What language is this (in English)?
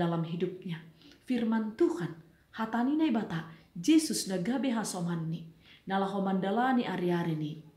Batak Simalungun